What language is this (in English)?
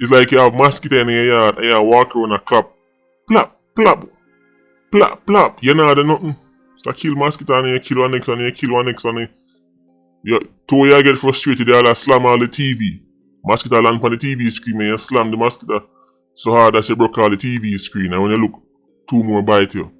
Jamaican Creole English